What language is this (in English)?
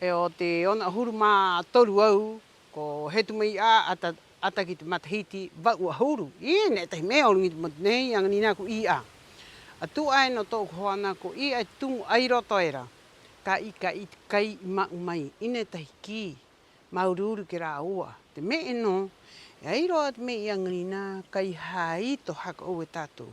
Rapanui